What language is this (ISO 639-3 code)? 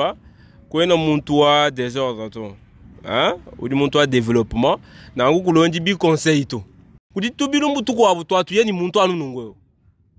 lua